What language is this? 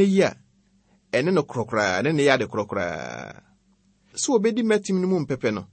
Akan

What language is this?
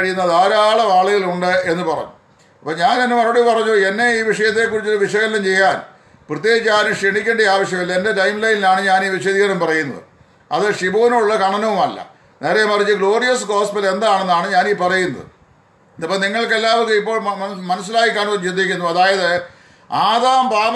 Malayalam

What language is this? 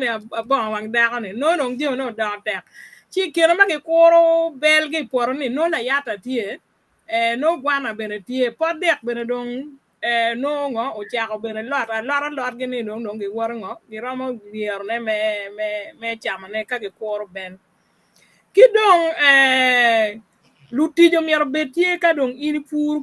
Acoli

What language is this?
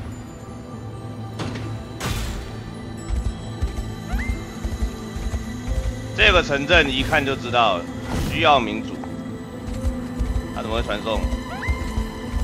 Chinese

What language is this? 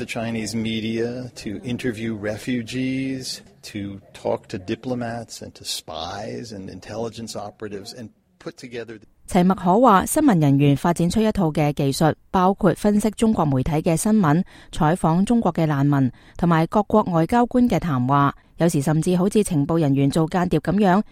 Cantonese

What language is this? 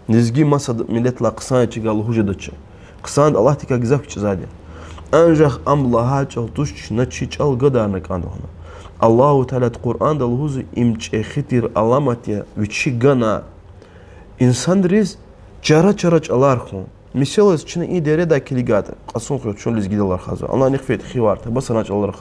Lezghian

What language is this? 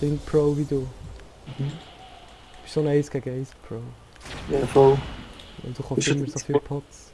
Swiss German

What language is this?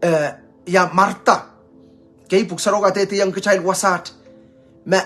Pohnpeian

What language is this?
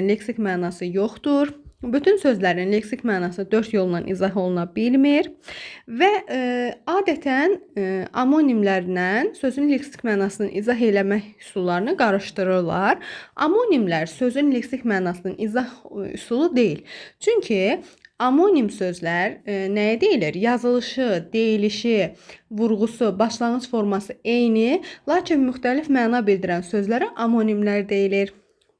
Azerbaijani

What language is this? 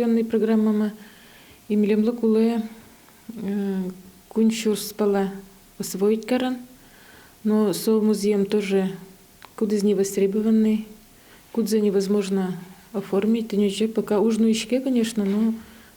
Udmurt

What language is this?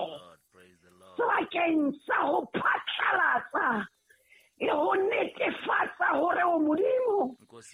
Southern Sotho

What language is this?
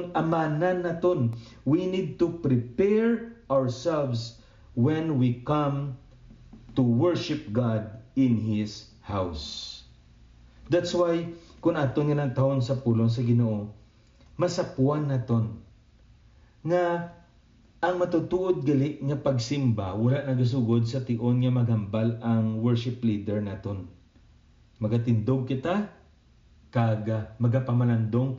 Hiligaynon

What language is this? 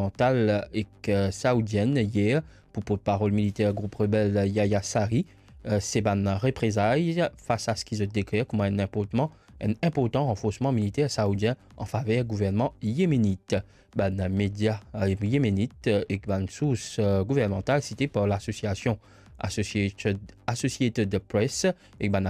Morisyen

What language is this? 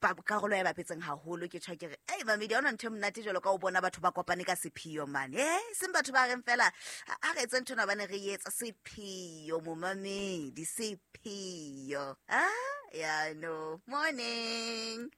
Southern Sotho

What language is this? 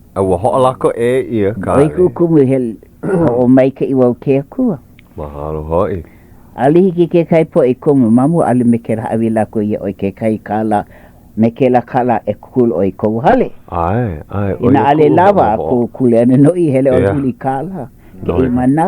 Hawaiian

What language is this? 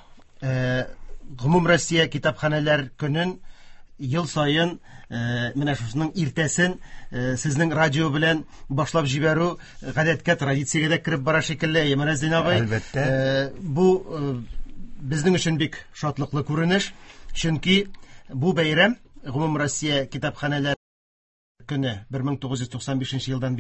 Tatar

